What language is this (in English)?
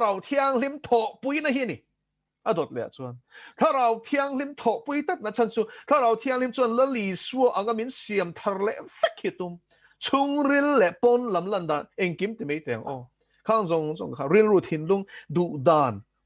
Mizo